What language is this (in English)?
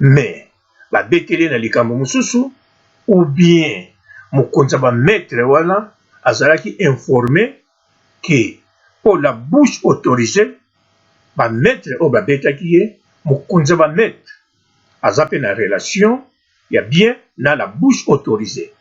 Lingala